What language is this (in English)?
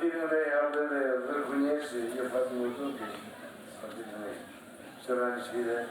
Tetum